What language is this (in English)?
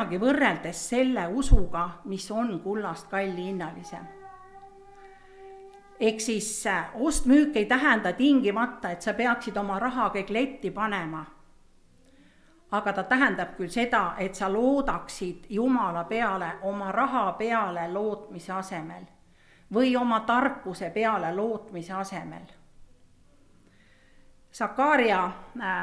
Estonian